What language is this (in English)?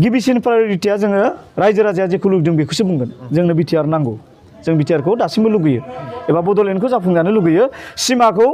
Bodo